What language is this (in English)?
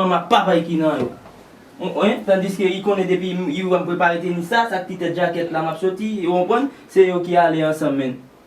Haitian Creole